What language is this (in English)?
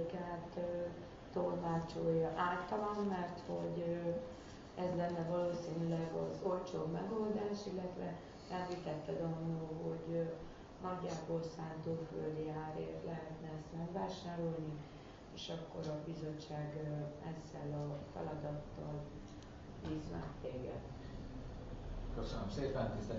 Hungarian